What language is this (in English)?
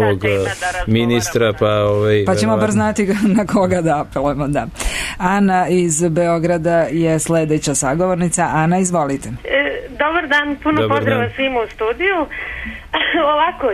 Serbian